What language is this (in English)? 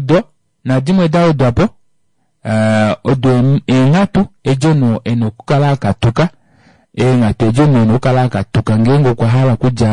Kuanyama